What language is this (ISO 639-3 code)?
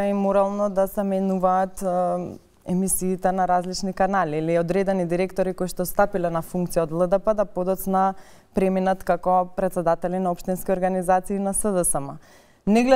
mkd